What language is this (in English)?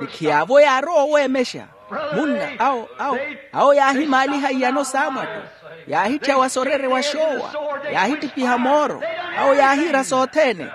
Makhuwa